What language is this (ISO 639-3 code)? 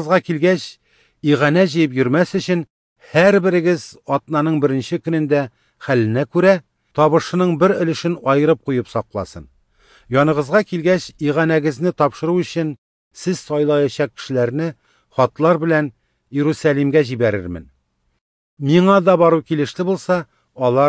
tat